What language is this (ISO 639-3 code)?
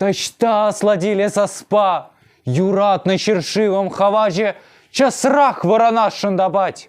chv